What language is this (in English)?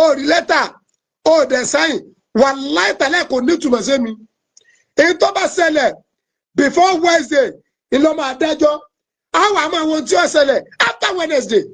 Yoruba